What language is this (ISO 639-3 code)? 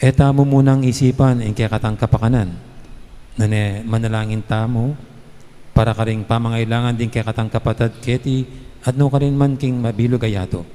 pam